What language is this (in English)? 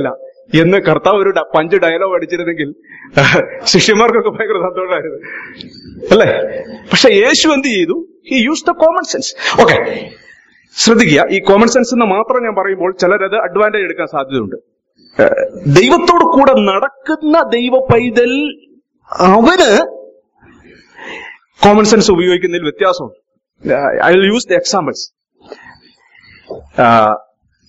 Malayalam